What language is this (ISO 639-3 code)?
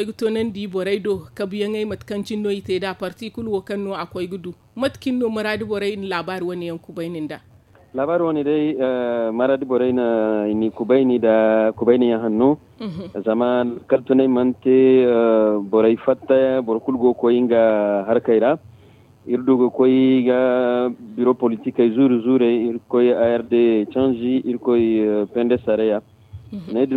dje